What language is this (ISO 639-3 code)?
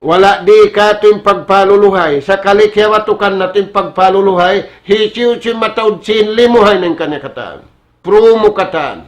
tsg